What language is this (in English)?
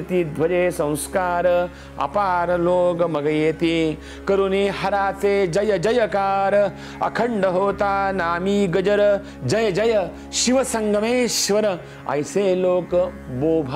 Marathi